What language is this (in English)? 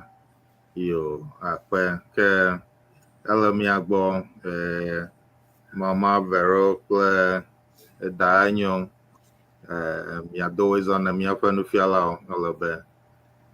Ewe